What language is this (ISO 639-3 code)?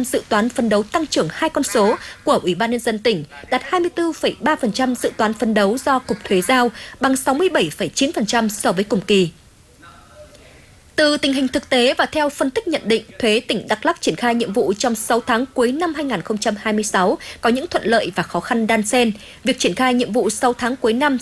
vie